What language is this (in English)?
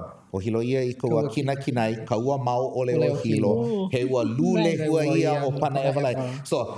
Hawaiian